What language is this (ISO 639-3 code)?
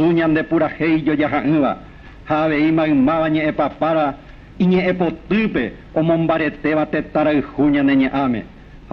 grn